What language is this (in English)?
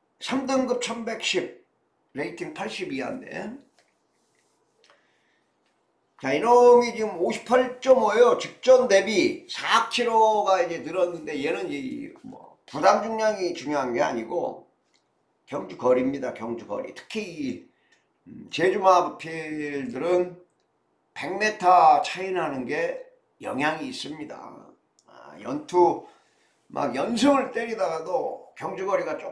Korean